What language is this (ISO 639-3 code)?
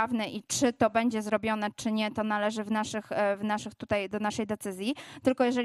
pol